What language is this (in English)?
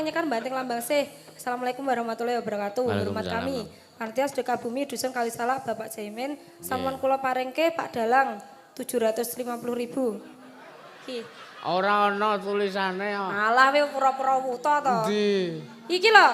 Javanese